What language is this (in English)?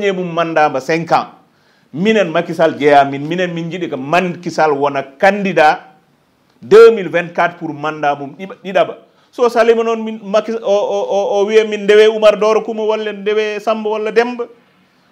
Fula